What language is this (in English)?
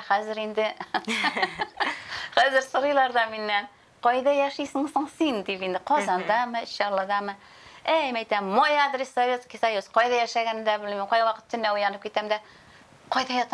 Tatar